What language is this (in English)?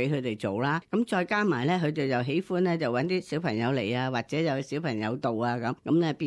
Cantonese